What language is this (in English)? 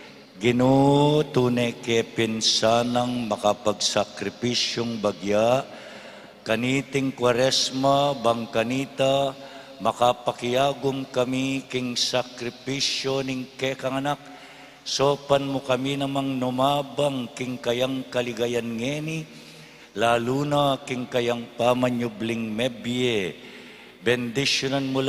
Pampanga